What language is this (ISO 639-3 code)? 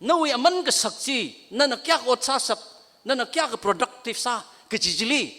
nmf